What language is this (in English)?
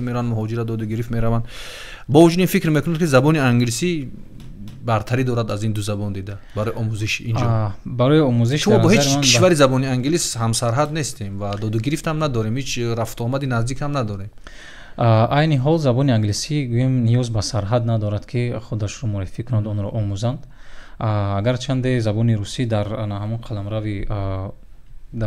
Tajik